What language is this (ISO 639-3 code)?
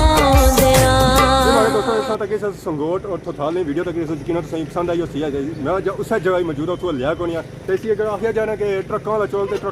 phr